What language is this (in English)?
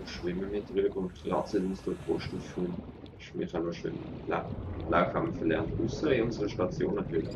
Swiss German